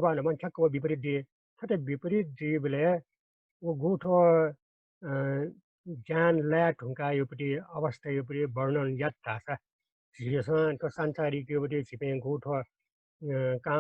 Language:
Newari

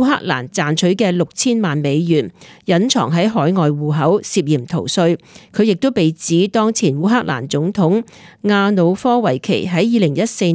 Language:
Cantonese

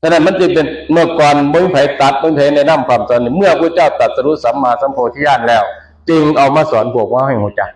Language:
Northeastern Thai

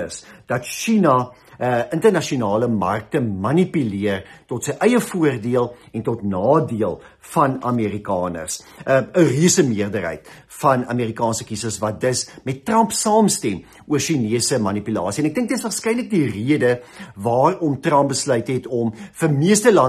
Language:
Afrikaans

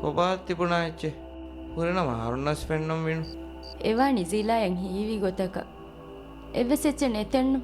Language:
Divehi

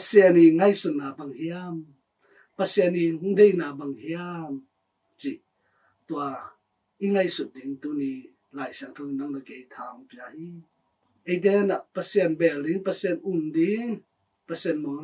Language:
Tedim Chin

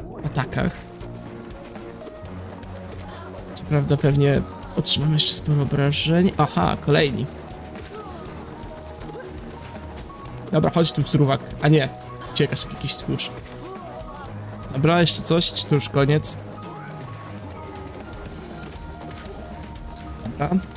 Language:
Polish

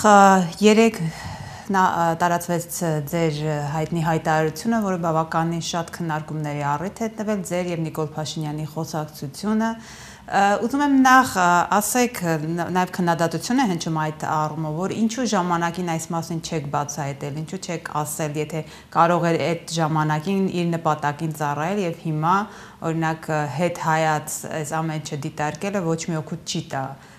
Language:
Armenian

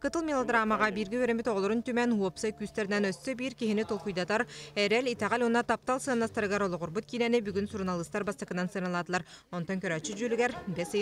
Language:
Yakut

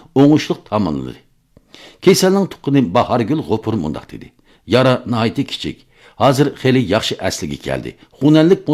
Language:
Uyghur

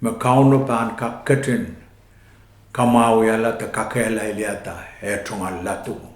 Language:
Pohnpeian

